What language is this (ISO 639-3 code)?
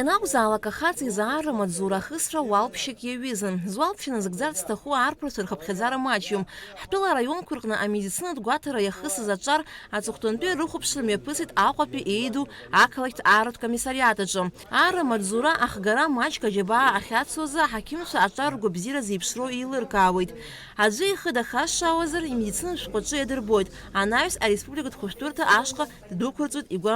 abk